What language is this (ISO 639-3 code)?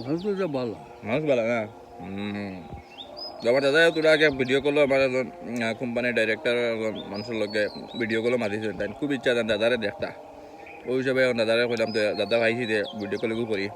syl